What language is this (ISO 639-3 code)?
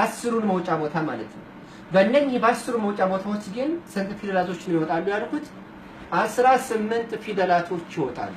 amh